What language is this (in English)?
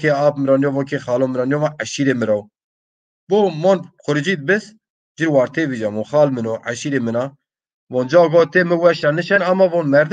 Zaza